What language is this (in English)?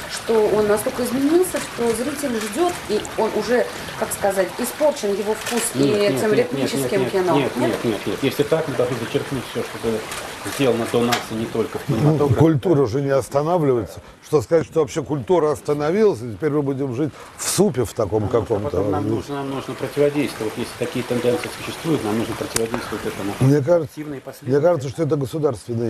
Russian